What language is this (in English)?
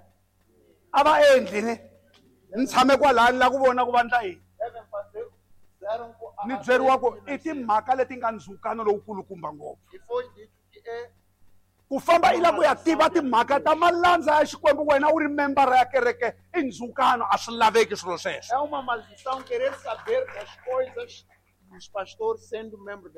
Tsonga